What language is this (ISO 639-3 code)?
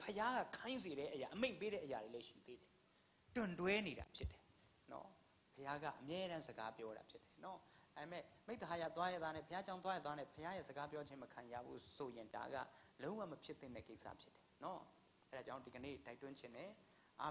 mya